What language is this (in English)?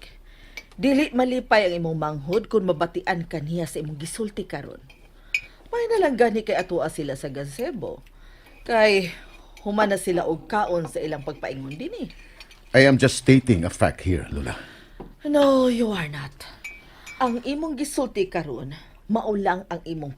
Cebuano